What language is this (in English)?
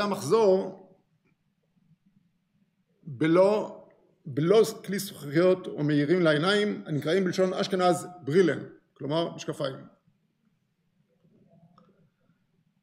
Hebrew